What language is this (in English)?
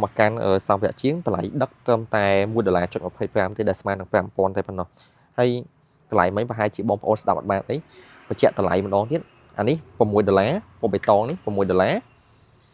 Khmer